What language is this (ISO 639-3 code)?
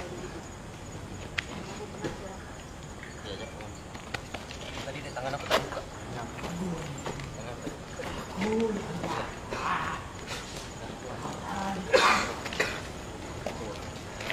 msa